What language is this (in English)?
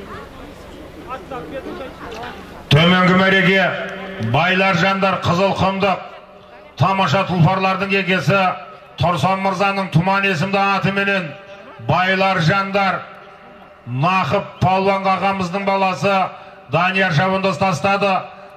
Kazakh